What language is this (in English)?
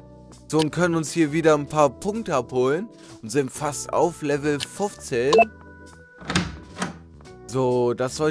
German